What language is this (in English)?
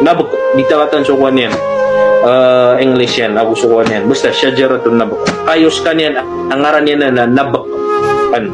Maranao